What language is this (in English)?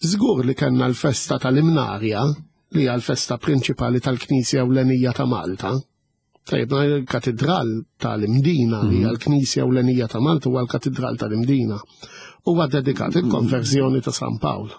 Maltese